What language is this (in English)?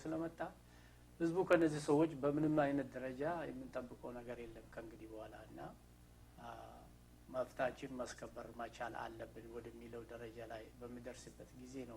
Amharic